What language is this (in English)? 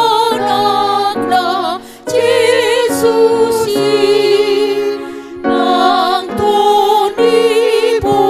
Batak Toba